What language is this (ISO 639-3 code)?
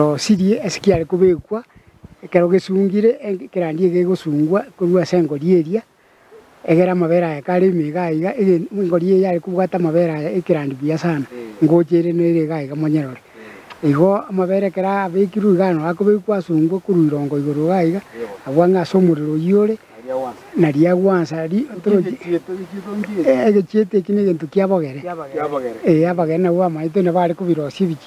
guz